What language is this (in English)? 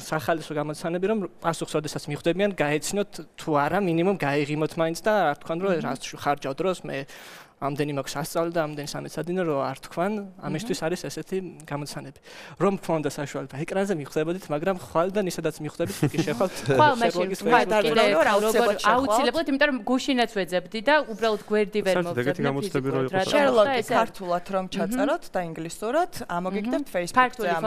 Georgian